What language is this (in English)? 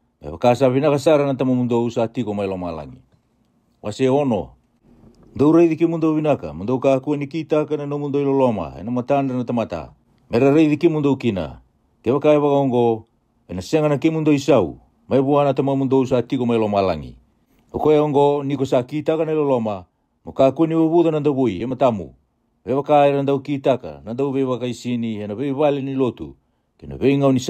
Fijian